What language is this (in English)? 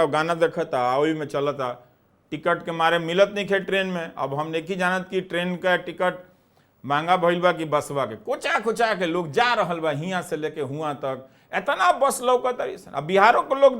Bhojpuri